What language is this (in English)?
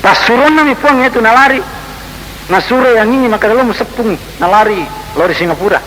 Buginese